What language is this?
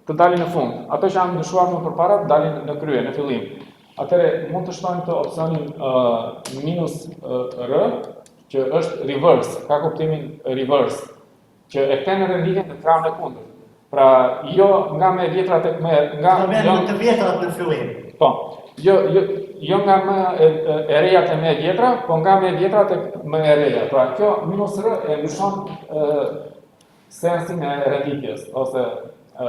Albanian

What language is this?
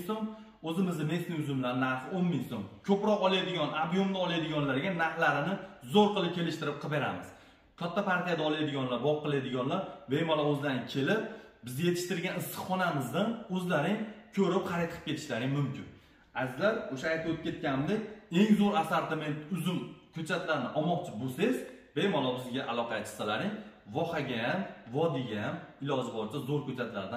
Uzbek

